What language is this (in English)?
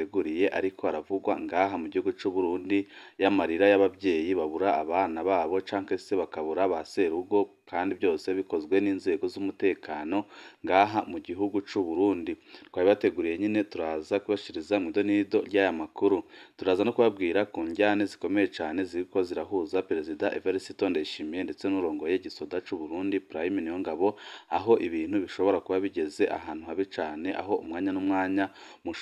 Rundi